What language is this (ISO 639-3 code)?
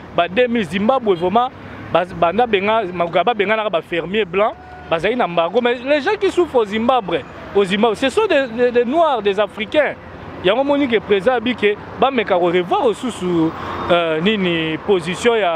lin